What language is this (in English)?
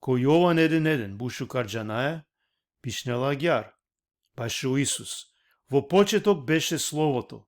Balkan Romani